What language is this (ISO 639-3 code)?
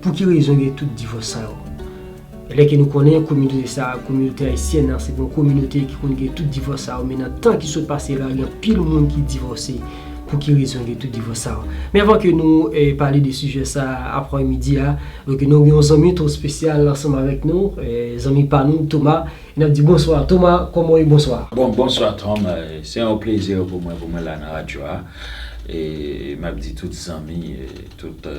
hat